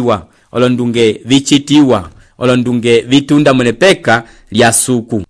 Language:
Umbundu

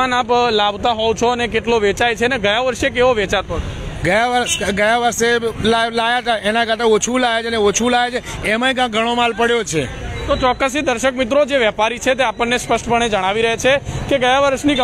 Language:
Gujarati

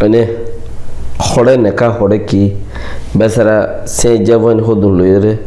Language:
Rohingya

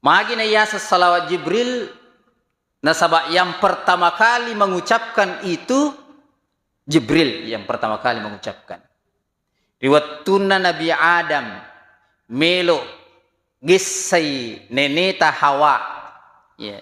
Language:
Buginese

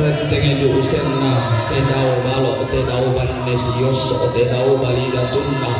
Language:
Toraja-Sa'dan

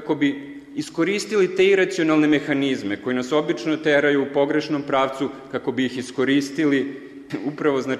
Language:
Serbian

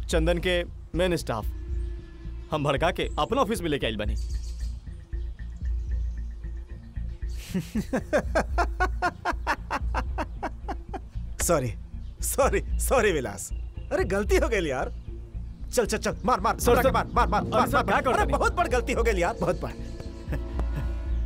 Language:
Bhojpuri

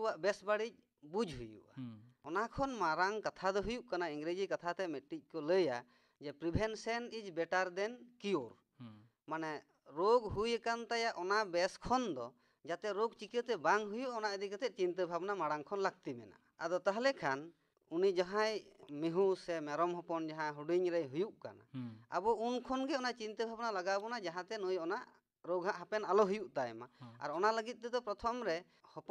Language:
Santali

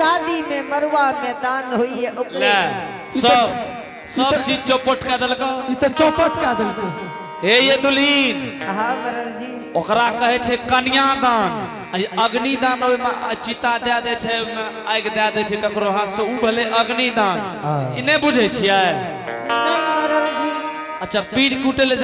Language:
Angika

